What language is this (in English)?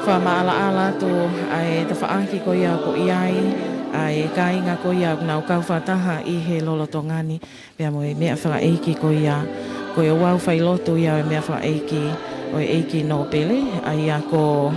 Tongan